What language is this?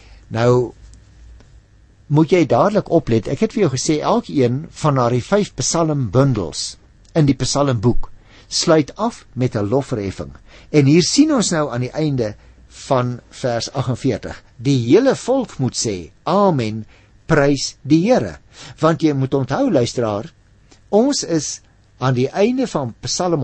Afrikaans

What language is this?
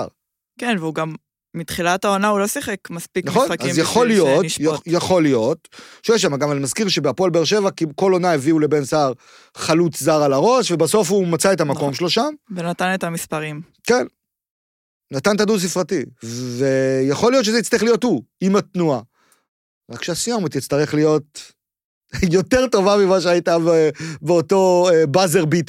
Hebrew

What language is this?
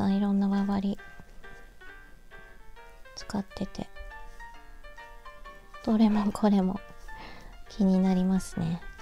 Japanese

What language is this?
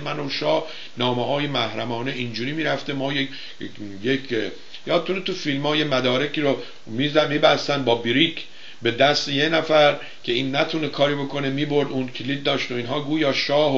Persian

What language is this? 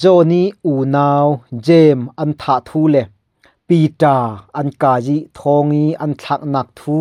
Falam Chin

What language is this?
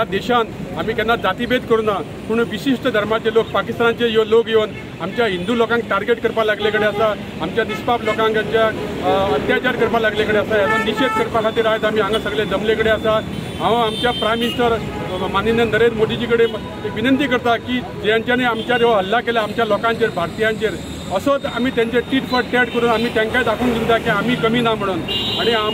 Konkani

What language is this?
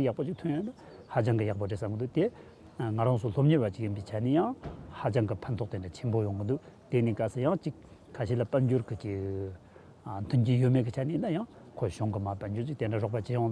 Tibetan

